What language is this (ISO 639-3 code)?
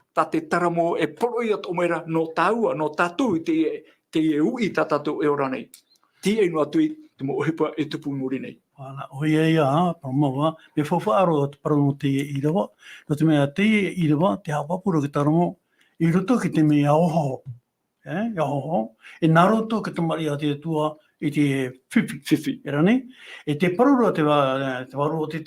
tah